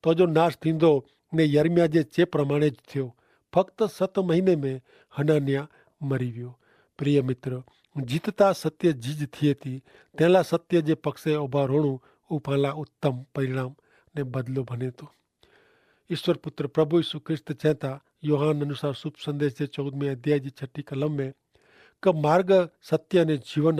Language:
Kachhi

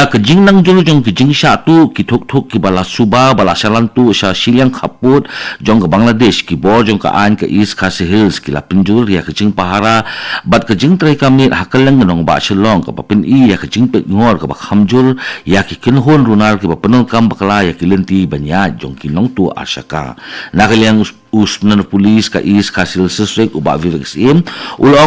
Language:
Khasi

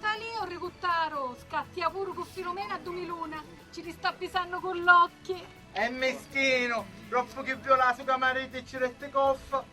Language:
Sicilian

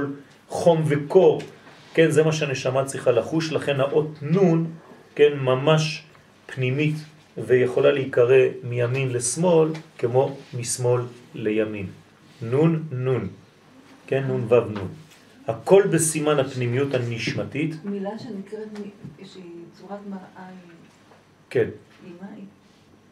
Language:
Hebrew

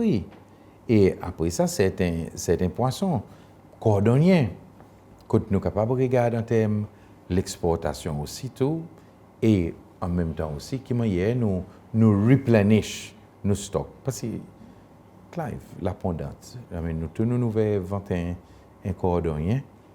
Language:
Seselwa Creole French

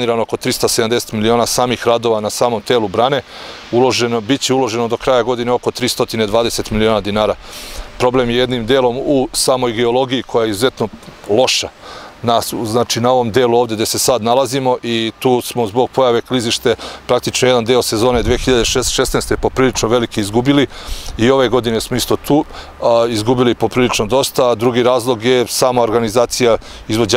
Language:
Serbian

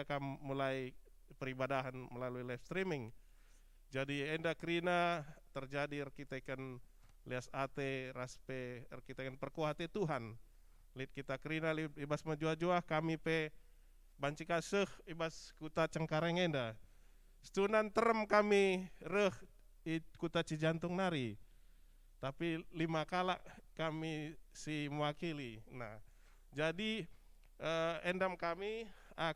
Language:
Batak Karo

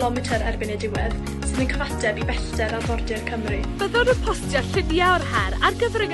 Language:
Welsh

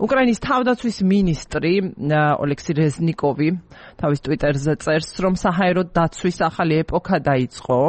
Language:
Georgian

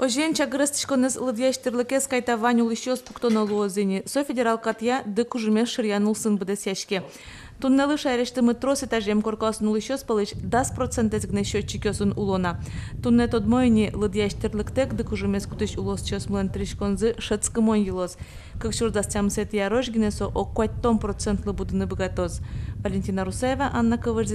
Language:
Udmurt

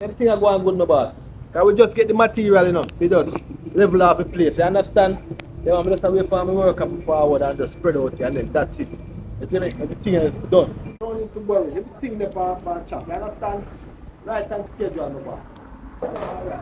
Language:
Jamaican Creole English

